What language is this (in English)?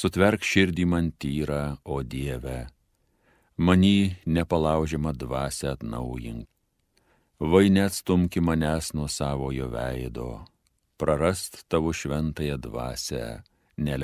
Lithuanian